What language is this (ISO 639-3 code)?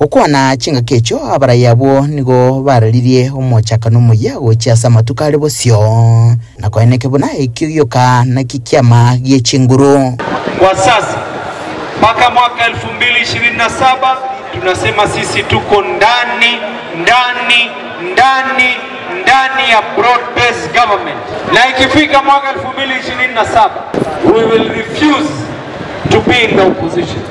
guz